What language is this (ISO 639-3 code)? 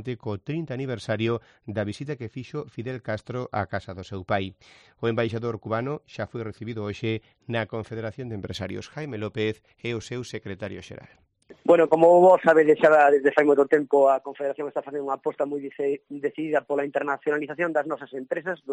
glg